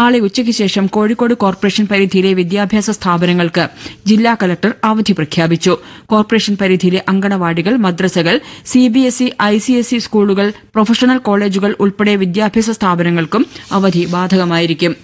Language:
Malayalam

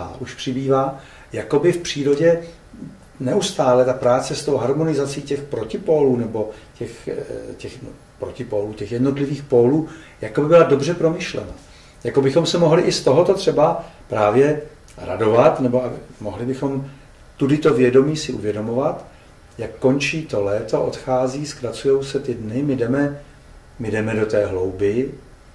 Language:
Czech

